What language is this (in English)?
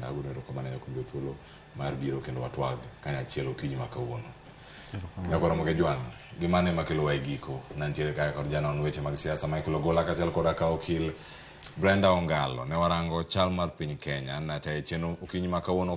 Luo (Kenya and Tanzania)